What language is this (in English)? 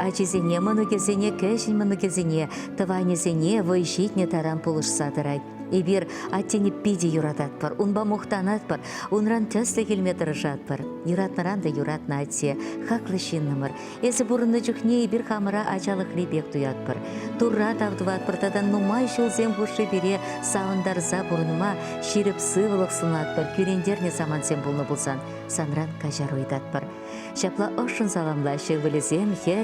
Chuvash